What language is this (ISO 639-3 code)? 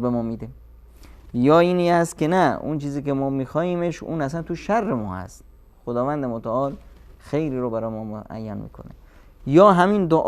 fas